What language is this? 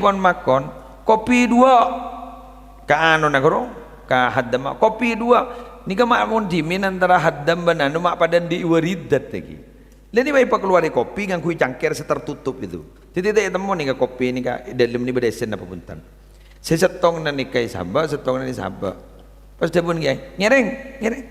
Madurese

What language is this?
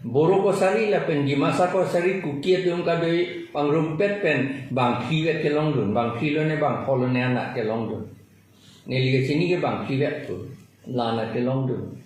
Karbi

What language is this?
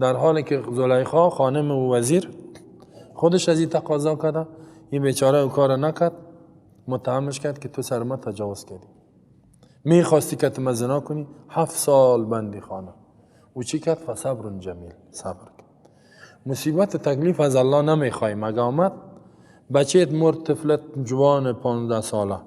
Persian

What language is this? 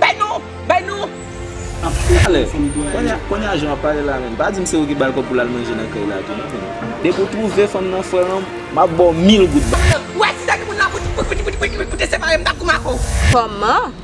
Haitian Creole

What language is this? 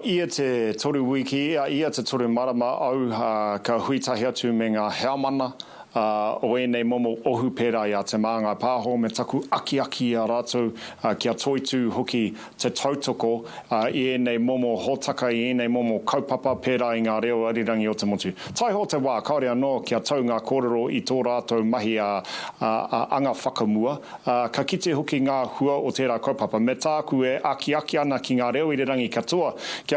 Māori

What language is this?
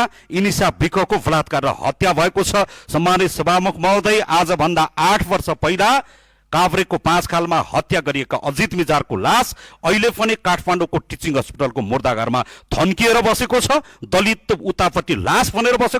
Nepali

